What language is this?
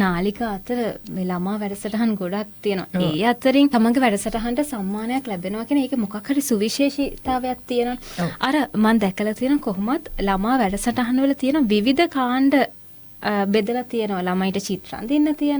Sinhala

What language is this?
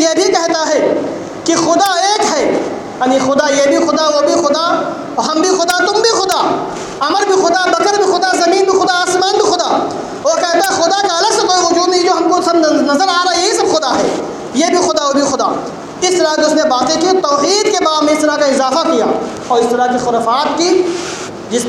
Urdu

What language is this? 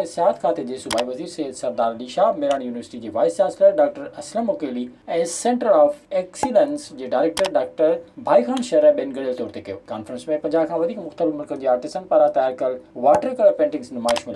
Sindhi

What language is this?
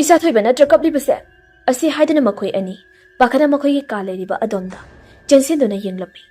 Manipuri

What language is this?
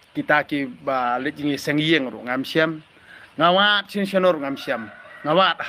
Khasi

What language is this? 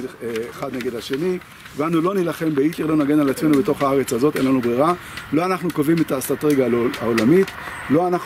Hebrew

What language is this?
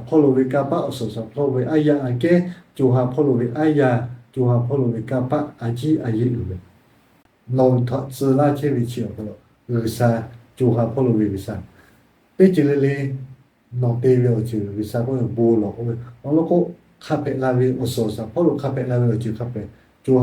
Lahu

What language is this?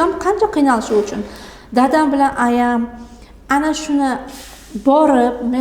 Uzbek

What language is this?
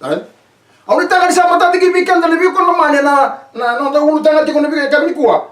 Fijian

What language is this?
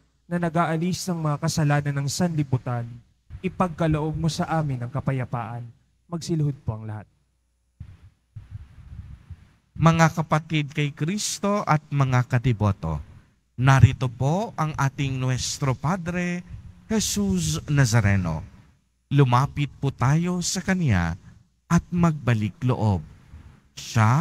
Filipino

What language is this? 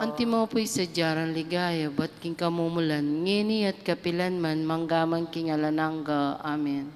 Pampanga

